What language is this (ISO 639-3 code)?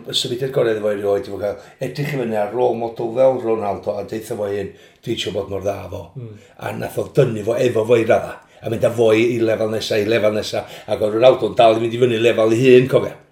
cym